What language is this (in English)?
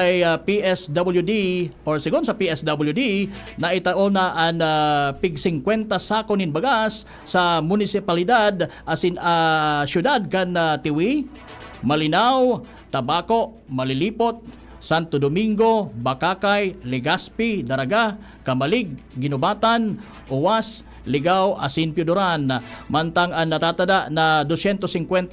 Bikol